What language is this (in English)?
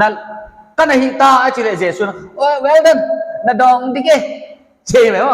Paite Chin